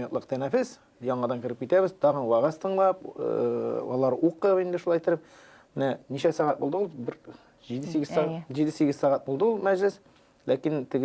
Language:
Tatar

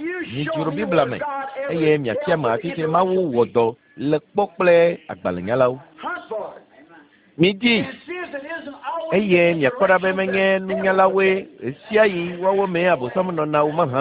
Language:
Ewe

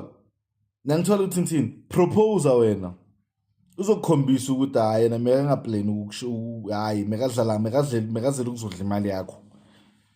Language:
Zulu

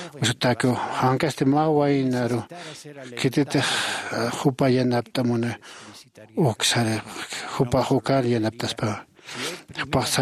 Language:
Aymara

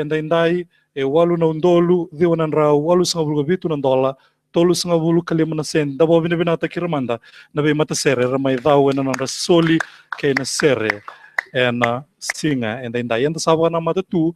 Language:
Fijian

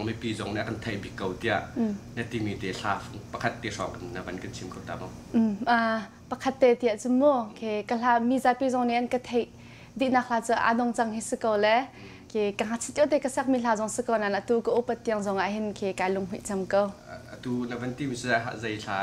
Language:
Hakha Chin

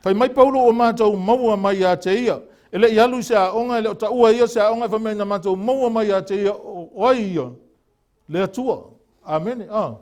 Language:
Samoan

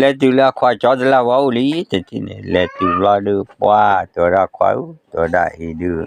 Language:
S'gaw Karen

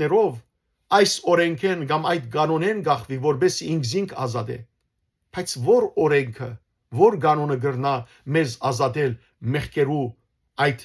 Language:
Western Armenian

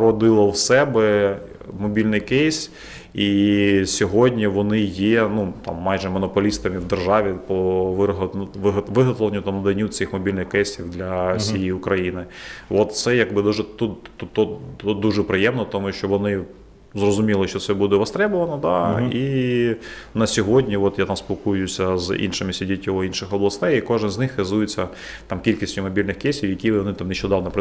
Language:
Ukrainian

